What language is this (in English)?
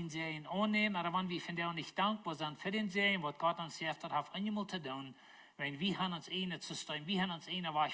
Plautdietsch